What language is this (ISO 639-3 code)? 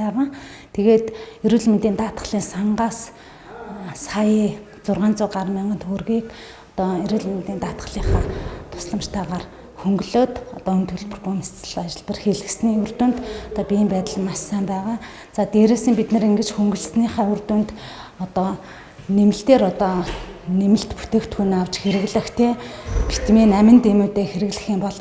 mon